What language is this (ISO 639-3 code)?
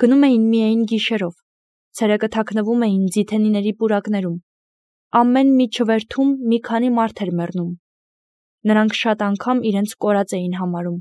hye